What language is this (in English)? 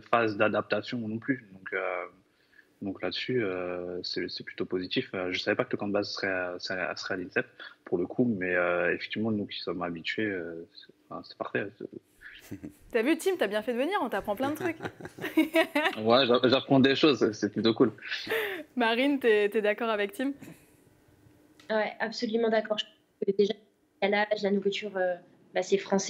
French